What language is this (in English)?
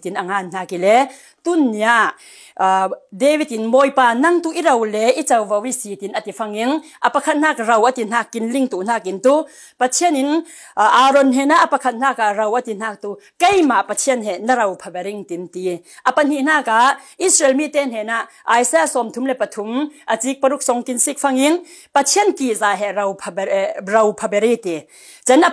Falam Chin